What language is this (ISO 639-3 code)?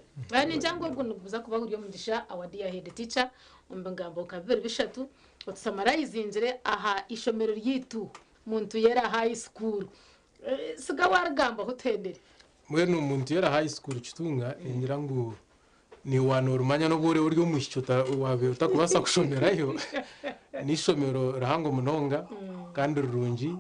nyn